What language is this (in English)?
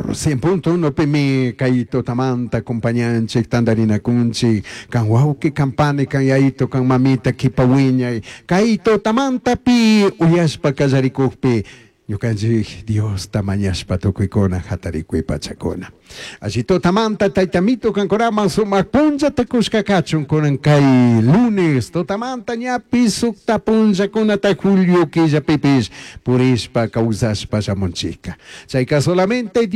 Chimborazo Highland Quichua